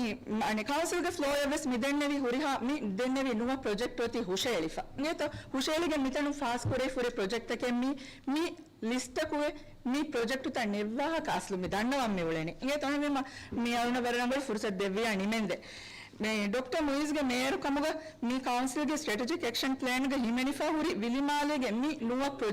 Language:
Divehi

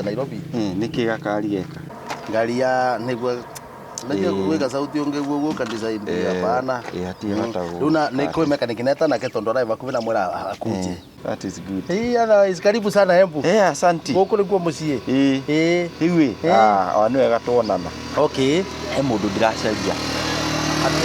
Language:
Kikuyu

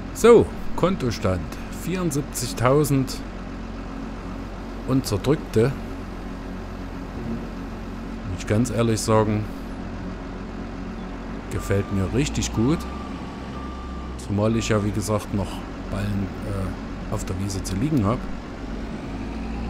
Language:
German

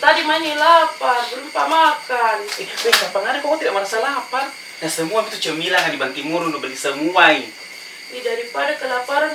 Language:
Makassar Malay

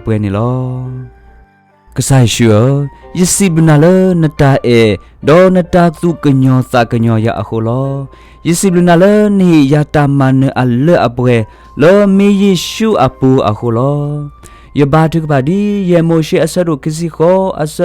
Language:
S'gaw Karen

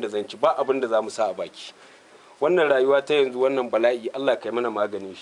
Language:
Hausa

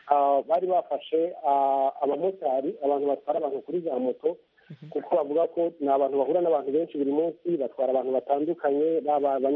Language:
Kinyarwanda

